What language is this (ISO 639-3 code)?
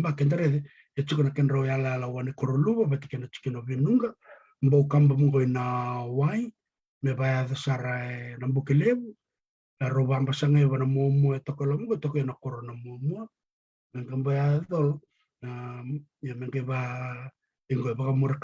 fij